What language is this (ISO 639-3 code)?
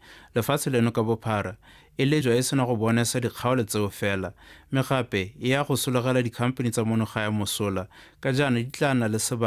tsn